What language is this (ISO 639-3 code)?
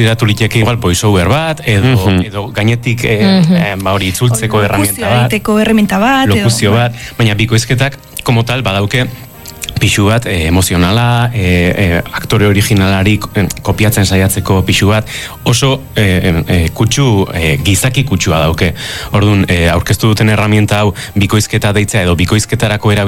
eus